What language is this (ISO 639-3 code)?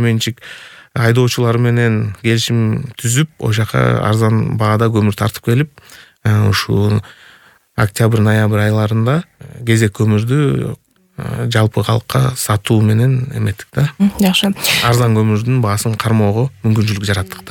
kir